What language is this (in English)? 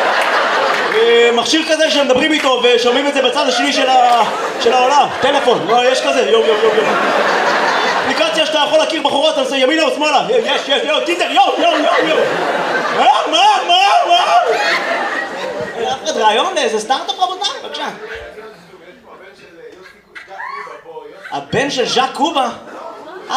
Hebrew